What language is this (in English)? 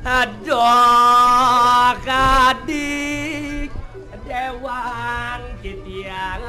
Balinese